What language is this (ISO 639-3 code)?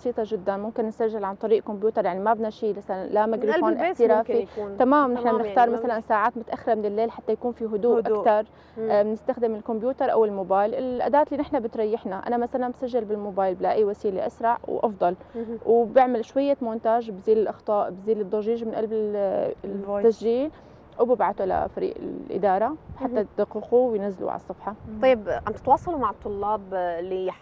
apc